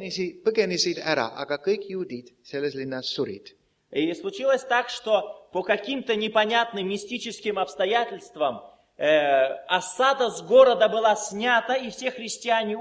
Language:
Estonian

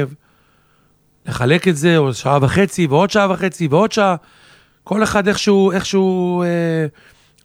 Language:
Hebrew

